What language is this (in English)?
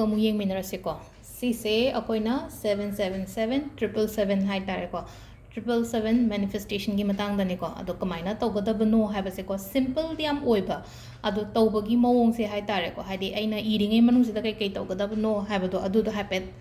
Manipuri